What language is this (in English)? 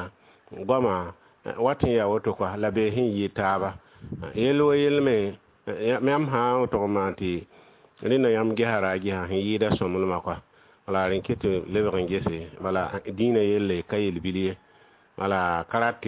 Mossi